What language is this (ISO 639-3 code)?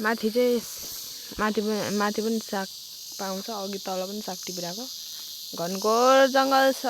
nep